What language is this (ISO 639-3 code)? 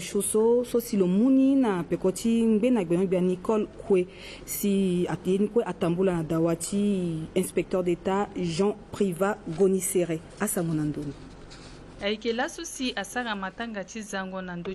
sag